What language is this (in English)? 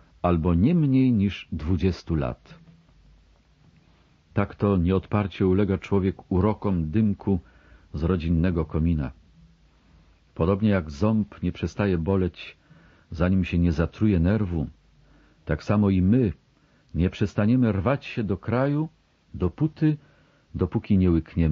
Polish